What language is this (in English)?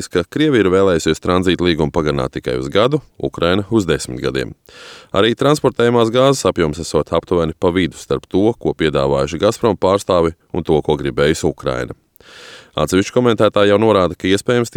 Latvian